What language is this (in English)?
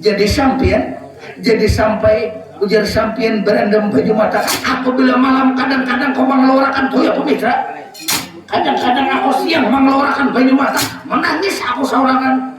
Banjar